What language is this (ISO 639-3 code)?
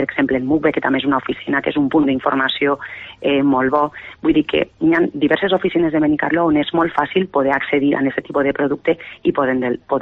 cat